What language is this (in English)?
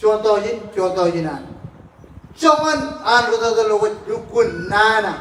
Marshallese